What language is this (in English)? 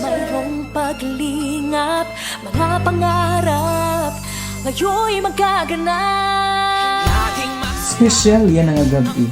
Waray